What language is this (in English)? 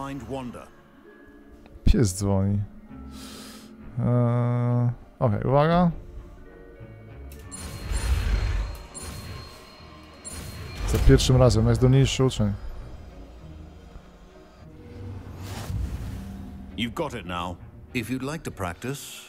Polish